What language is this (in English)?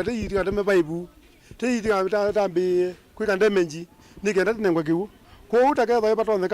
Kamba